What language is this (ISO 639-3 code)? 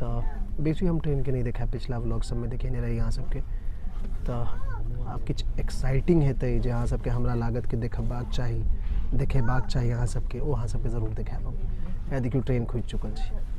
mai